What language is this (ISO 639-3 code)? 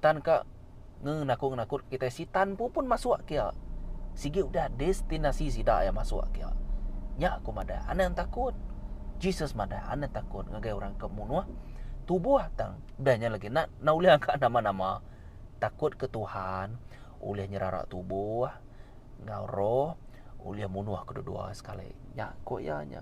iba